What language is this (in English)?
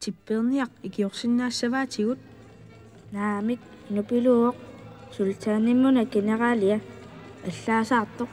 Kalaallisut